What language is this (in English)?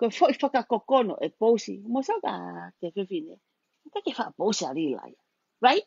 Tongan